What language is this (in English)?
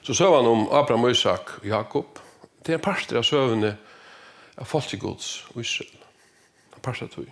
Faroese